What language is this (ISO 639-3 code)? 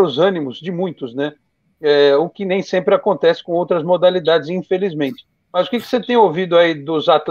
por